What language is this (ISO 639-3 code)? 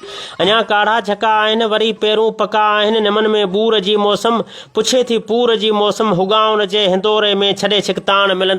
snd